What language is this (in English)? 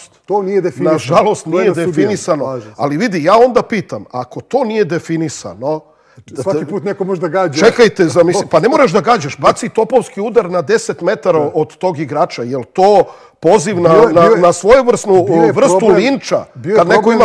Serbian